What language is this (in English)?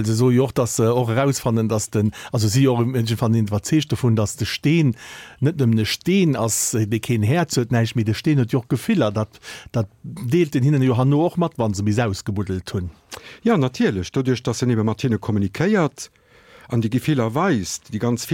Luxembourgish